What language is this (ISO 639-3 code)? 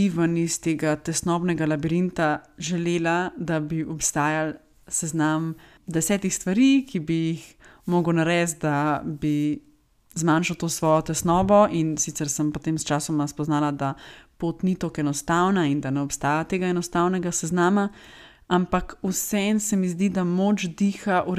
slv